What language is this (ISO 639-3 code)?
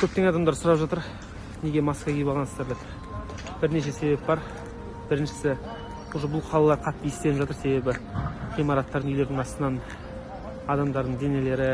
kaz